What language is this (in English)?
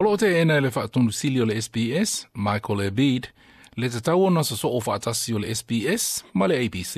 Samoan